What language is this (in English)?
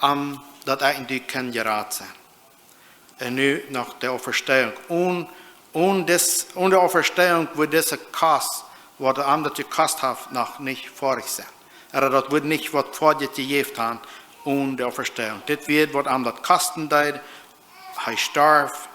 Plautdietsch